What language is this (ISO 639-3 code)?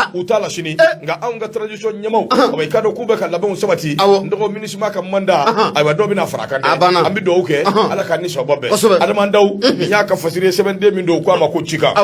bam